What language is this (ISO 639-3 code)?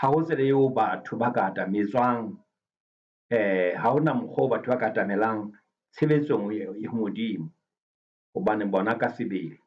sot